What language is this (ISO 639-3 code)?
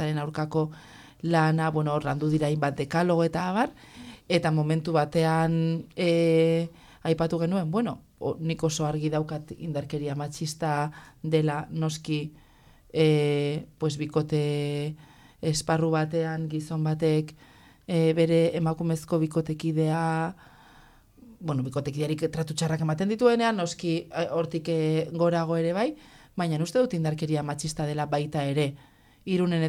eus